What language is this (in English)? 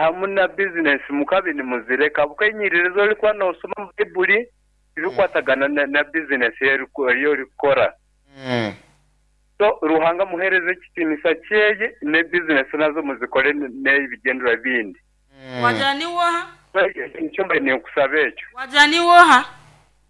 Nyankole